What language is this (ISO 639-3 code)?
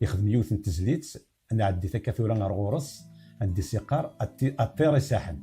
kab